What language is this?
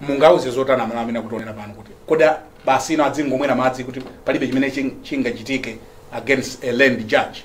Nyanja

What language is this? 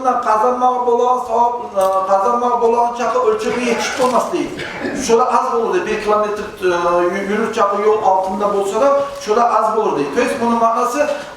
Kumyk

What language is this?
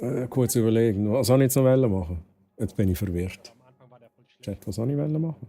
Swiss German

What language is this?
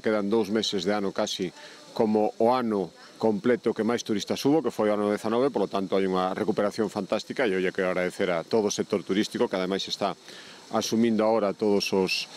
Galician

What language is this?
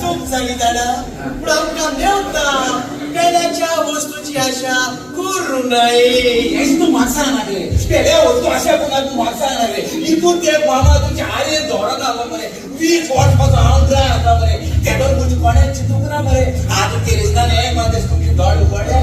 Konkani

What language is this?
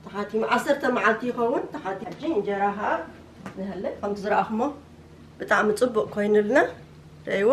Tigrinya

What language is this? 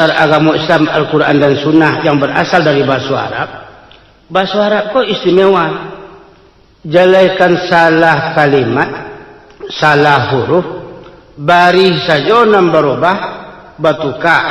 Minangkabau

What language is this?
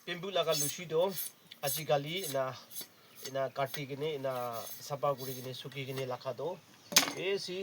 Naga Pidgin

